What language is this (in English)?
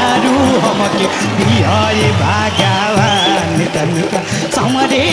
Bhojpuri